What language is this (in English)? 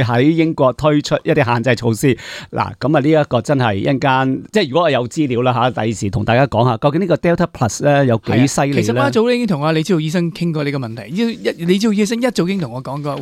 Cantonese